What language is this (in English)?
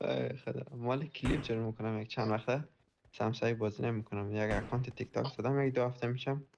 Persian